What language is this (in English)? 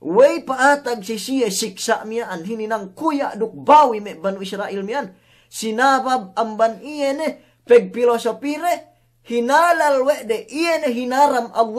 Yakan